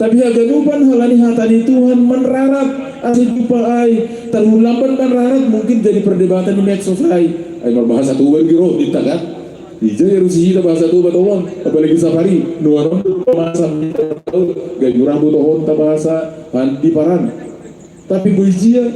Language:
Batak Simalungun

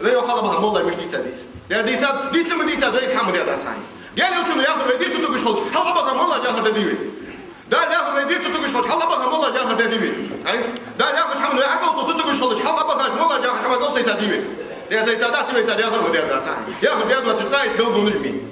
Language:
Ingush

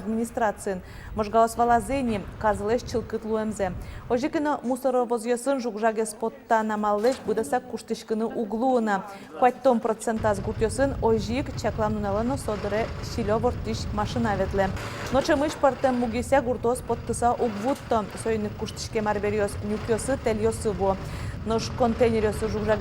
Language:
Udmurt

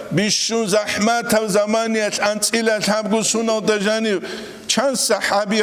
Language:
Avaric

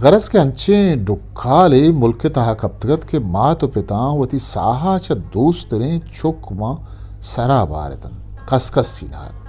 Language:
Eastern Balochi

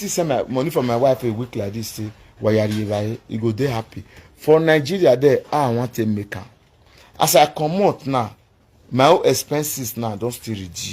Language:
Nigerian Pidgin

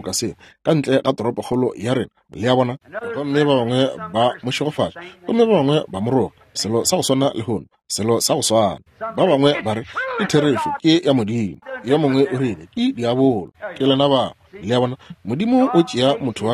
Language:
Northern Sotho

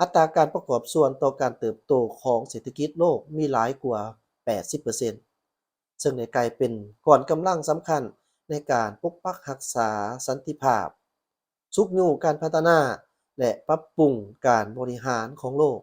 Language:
Lao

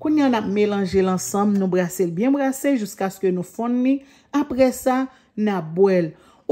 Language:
Haitian Creole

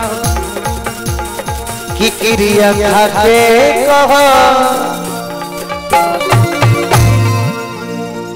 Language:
Bhojpuri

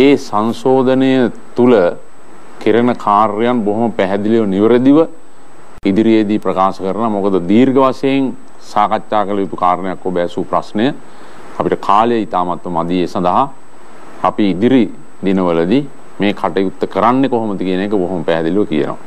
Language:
Sinhala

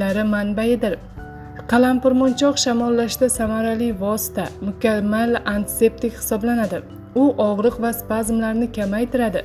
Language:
Uzbek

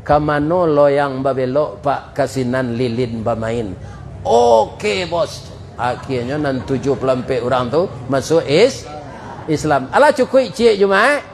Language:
Minangkabau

